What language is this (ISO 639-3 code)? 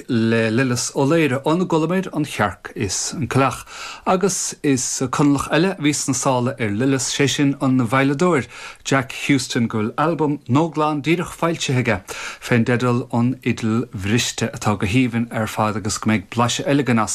gle